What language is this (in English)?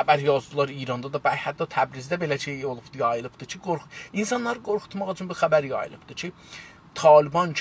South Azerbaijani